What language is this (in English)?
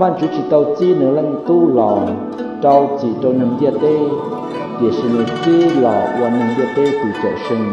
Hmong